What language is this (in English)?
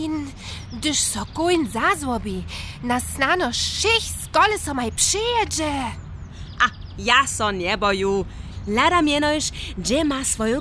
Upper Sorbian